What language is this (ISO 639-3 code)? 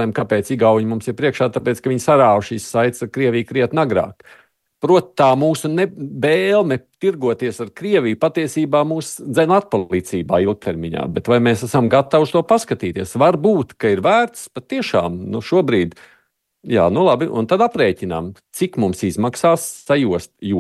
lav